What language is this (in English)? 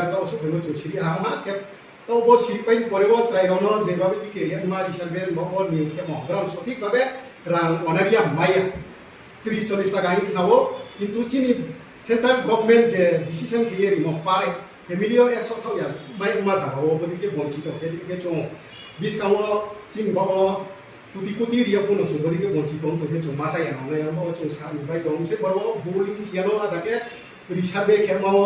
Riang (India)